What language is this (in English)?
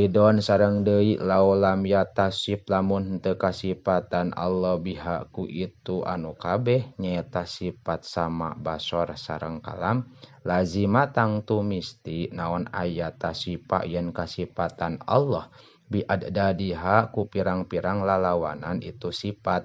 Sundanese